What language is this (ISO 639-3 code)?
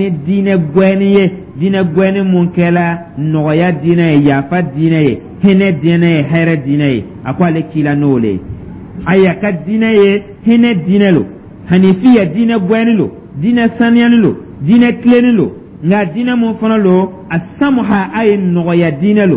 dyu